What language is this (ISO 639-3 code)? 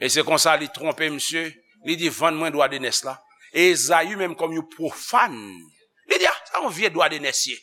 hat